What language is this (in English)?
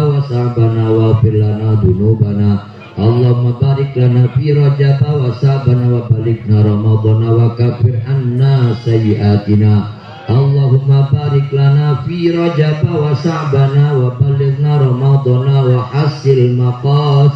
Indonesian